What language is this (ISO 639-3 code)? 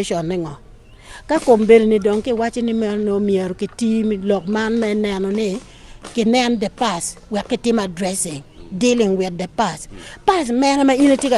ach